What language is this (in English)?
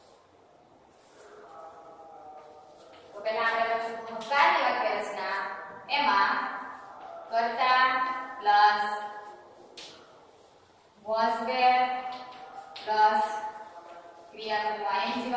Gujarati